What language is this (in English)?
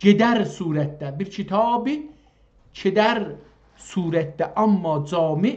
South Azerbaijani